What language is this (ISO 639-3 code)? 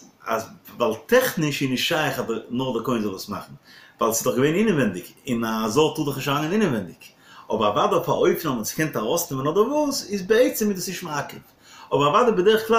yid